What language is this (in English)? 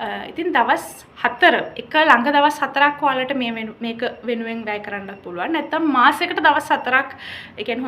Sinhala